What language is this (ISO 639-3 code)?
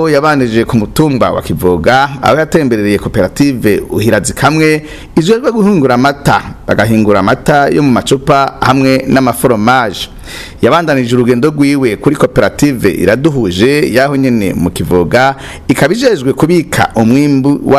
run